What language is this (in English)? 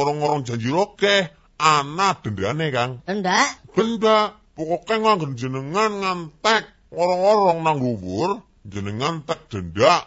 Javanese